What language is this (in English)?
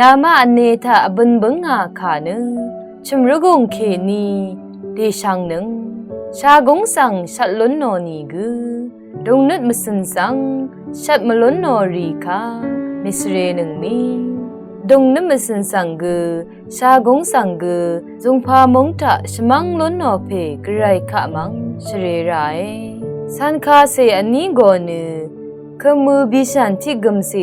Rawang